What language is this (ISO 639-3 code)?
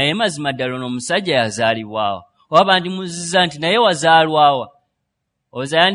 lug